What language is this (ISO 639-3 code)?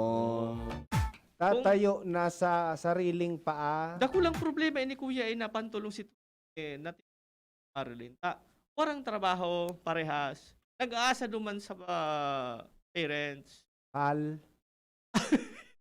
bik